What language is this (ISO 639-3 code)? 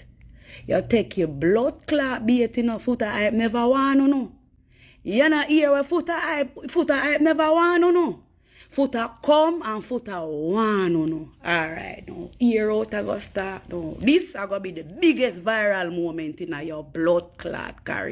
jam